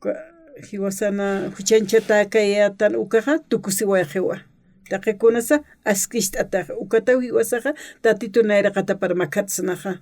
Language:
Aymara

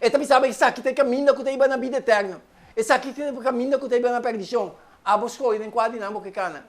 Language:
Papiamento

